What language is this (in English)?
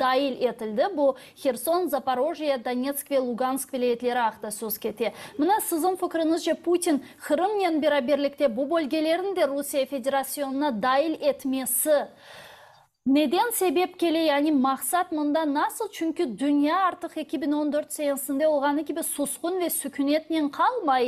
Crimean Tatar